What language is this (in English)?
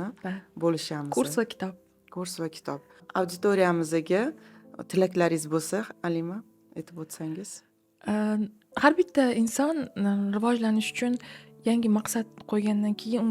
Uzbek